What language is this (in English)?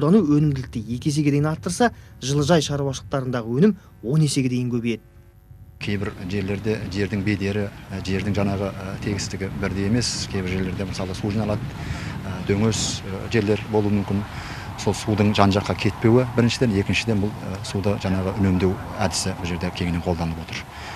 Kazakh